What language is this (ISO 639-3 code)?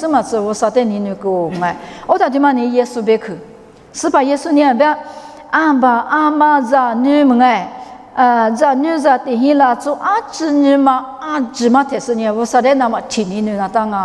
lis